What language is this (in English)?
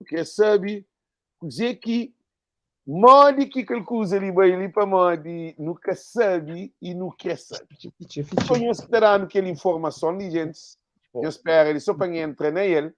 Kabuverdianu